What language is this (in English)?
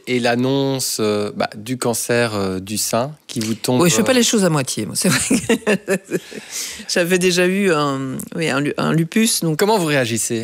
French